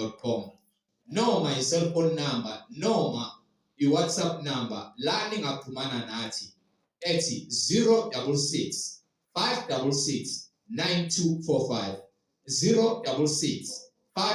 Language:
Zulu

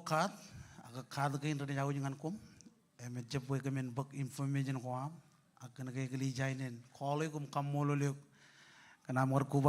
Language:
Marshallese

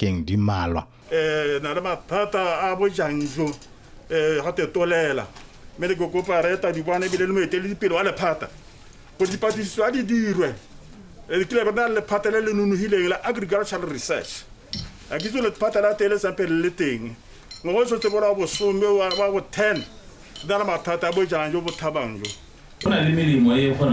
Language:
Tswana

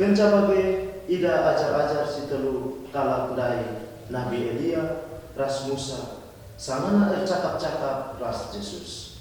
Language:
Batak Karo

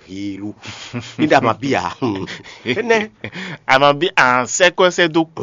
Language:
Fon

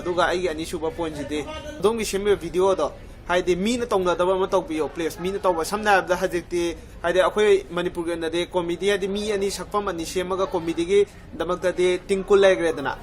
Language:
Manipuri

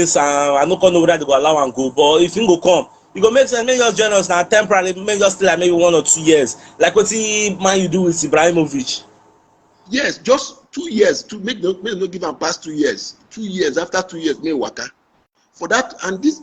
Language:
Nigerian Pidgin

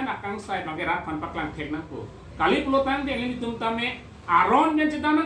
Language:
Karbi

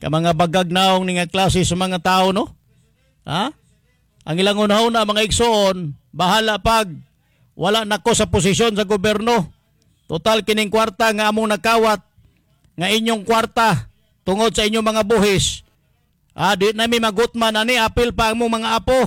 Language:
Cebuano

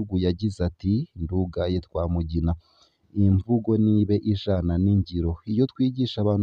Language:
Rundi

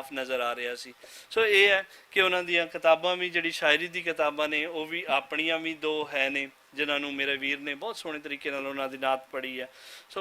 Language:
Western Panjabi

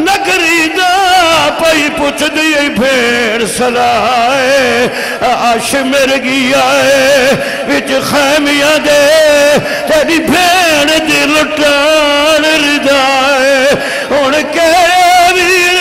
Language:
Saraiki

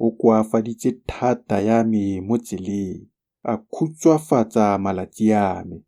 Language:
Tswana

